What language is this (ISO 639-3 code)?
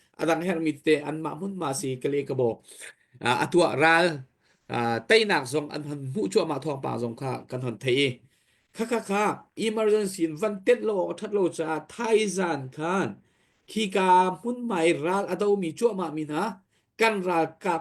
cnh